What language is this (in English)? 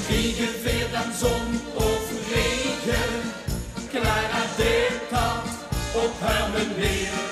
Limburgish